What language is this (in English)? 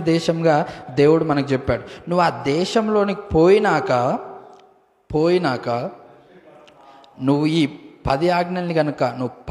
Telugu